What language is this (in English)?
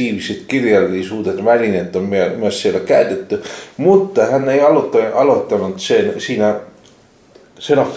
Finnish